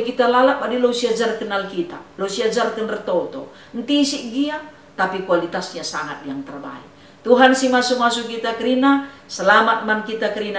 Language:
Batak Karo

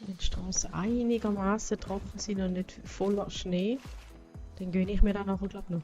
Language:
Swiss German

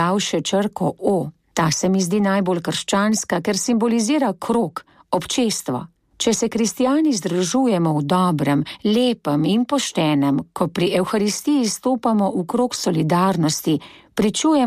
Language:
Slovenian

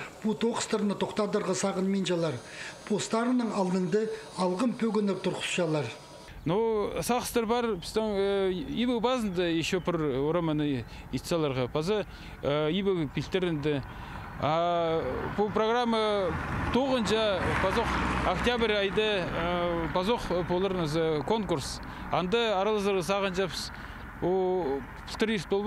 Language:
Khakas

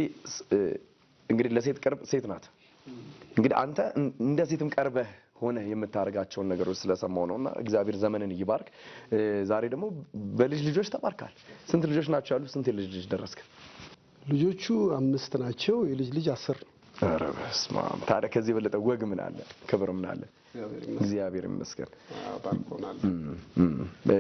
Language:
Amharic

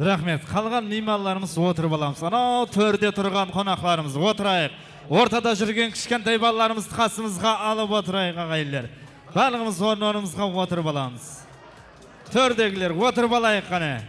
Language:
Kara-Kalpak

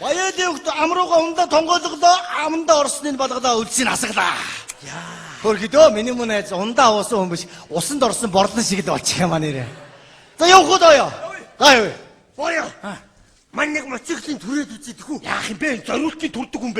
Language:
Mongolian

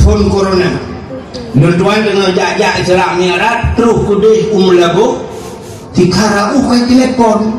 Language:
Achinese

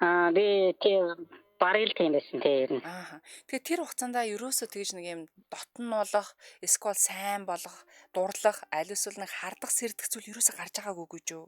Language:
Mongolian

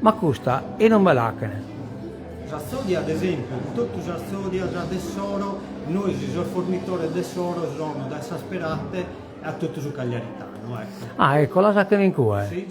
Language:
Sardinian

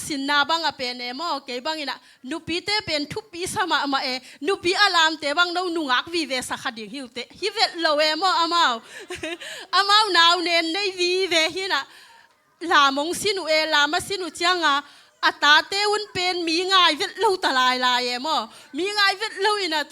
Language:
Tedim Chin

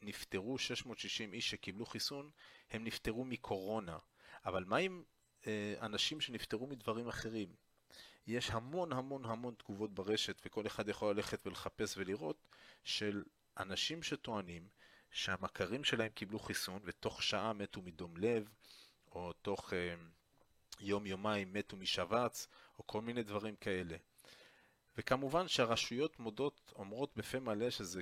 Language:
Hebrew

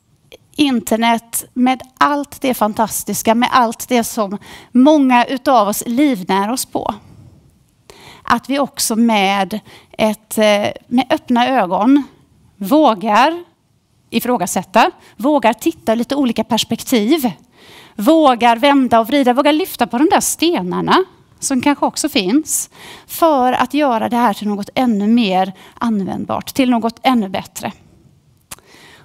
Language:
Swedish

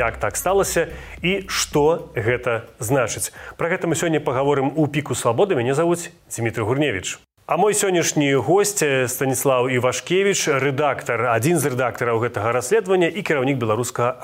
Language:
Belarusian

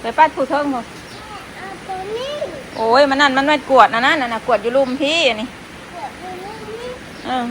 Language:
Northeastern Thai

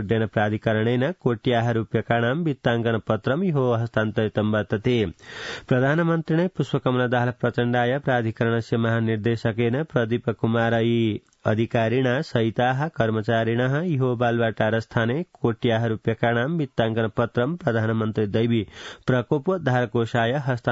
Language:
Sanskrit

